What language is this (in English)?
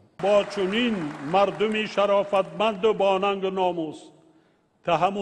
Tajik